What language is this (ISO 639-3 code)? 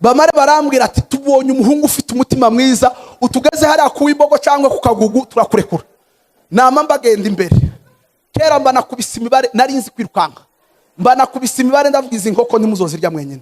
kin